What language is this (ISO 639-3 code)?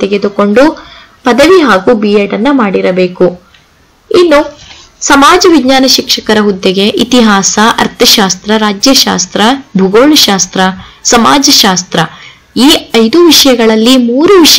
kan